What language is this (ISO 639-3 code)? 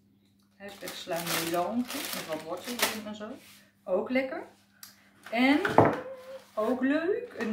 nld